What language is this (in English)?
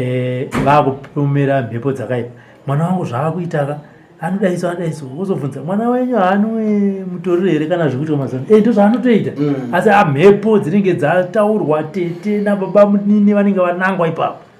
Shona